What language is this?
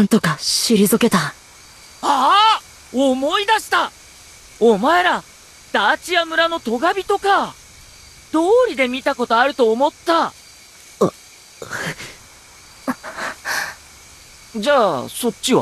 Japanese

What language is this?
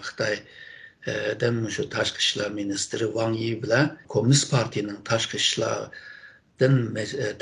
Uyghur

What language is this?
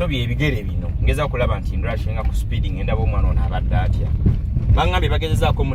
Ganda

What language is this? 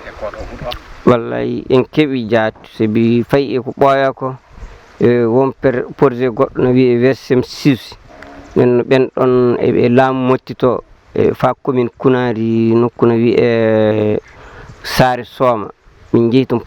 Fula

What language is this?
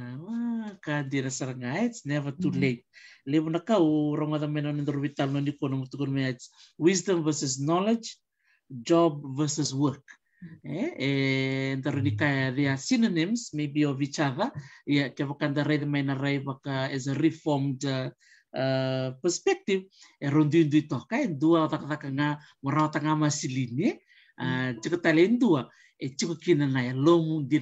Fijian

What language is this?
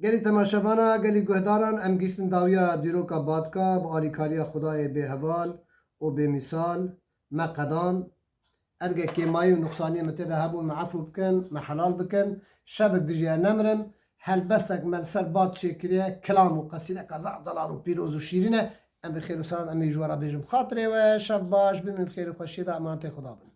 Kurdish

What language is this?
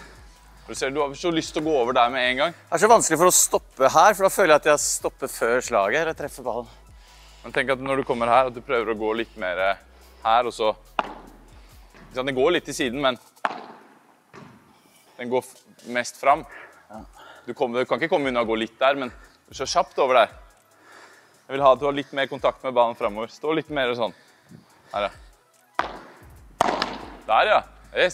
Norwegian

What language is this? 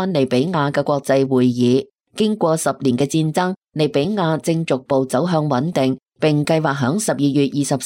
Cantonese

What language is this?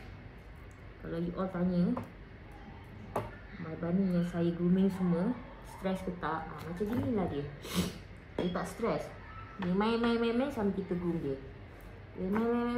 Malay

